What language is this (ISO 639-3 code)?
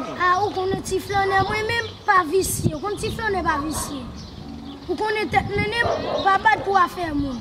hat